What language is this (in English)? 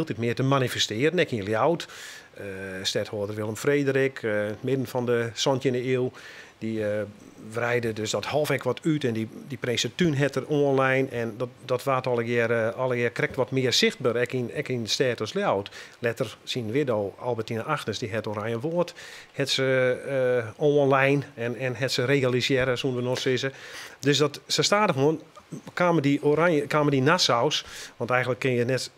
Western Frisian